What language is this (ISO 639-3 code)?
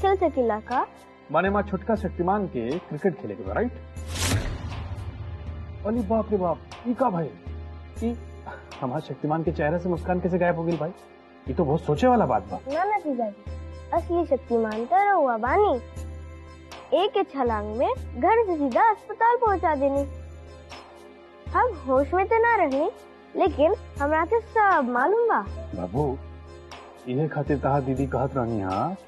bho